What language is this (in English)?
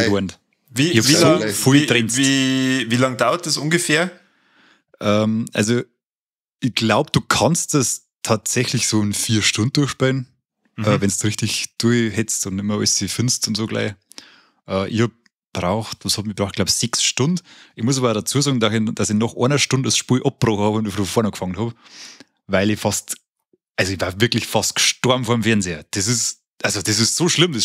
Bavarian